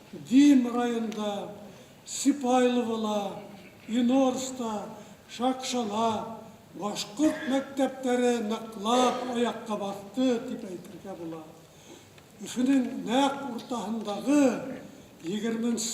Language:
Bashkir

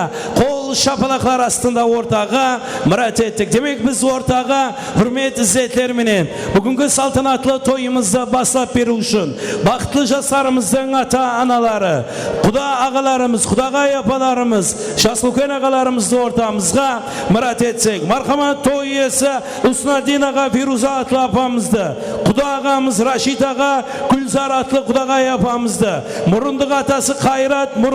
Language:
Kara-Kalpak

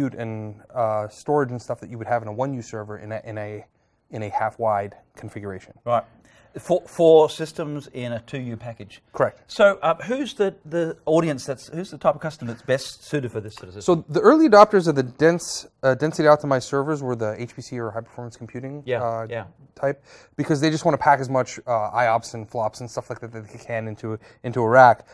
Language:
English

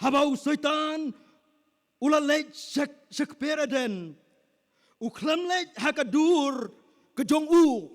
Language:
Khasi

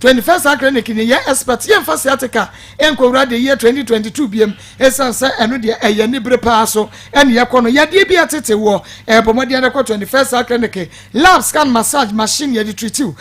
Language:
Akan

